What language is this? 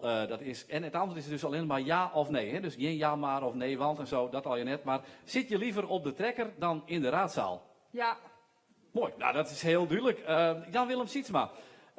Western Frisian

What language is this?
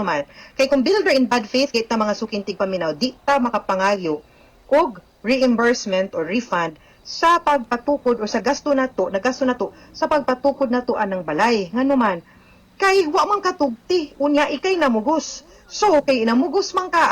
Cebuano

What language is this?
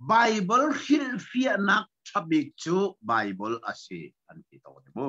Hakha Chin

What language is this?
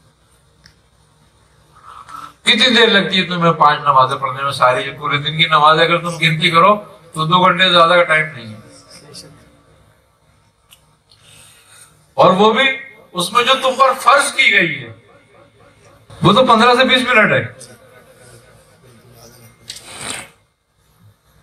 Urdu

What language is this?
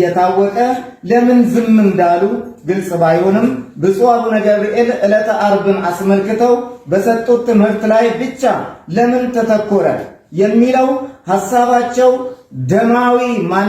Amharic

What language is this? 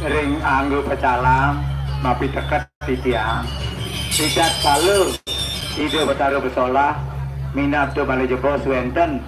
Balinese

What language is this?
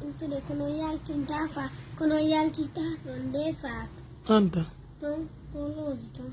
Fula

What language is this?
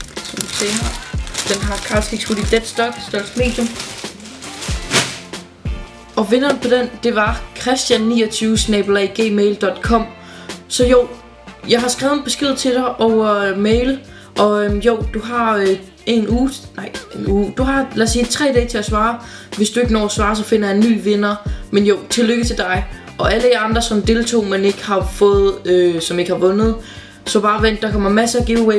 Danish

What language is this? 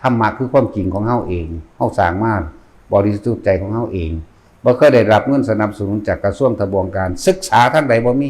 Northeastern Thai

